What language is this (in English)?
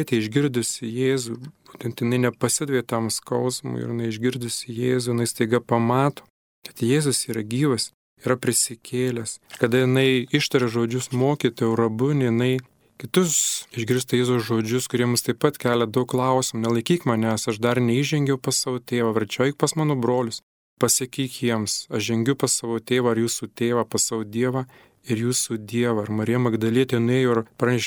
Lithuanian